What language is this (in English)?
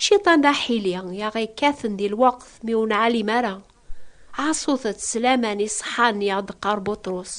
Kabyle